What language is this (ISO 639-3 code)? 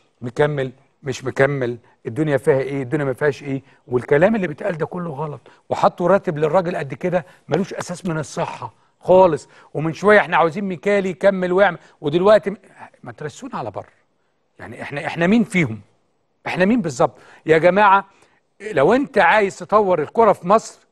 arz